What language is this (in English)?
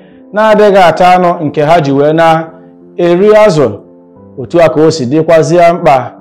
Igbo